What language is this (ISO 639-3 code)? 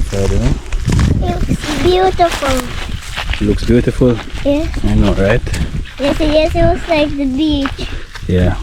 jam